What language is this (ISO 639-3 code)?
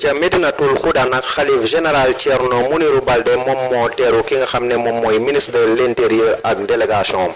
wol